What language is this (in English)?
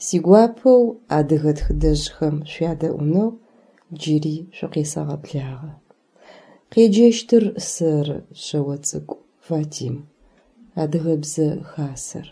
Adyghe